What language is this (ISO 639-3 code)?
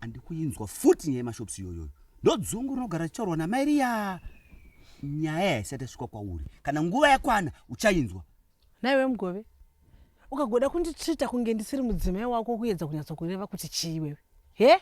sna